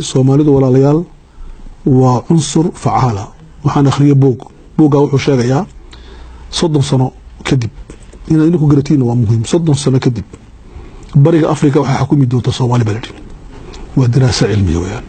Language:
Somali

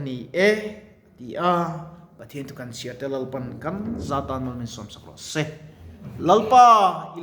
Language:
Mizo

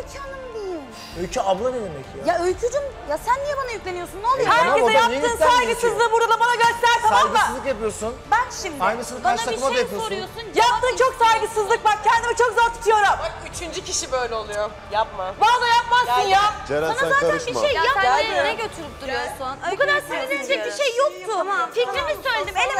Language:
Turkish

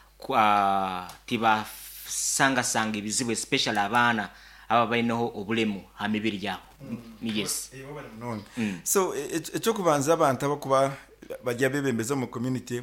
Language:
Nyoro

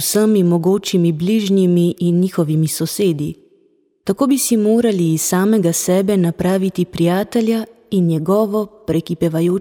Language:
Slovenian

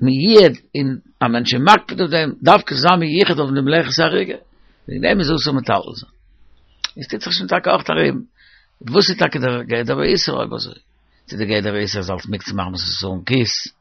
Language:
Yiddish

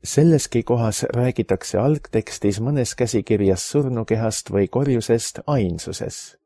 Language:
Estonian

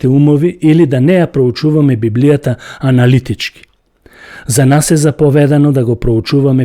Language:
Macedonian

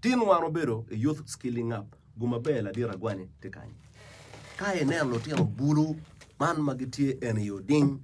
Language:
Acoli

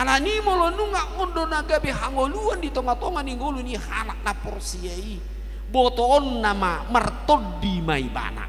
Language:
Batak Toba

